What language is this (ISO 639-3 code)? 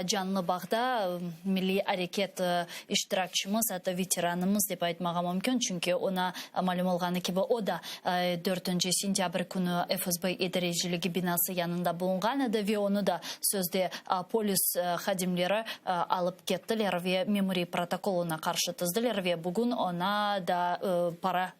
crh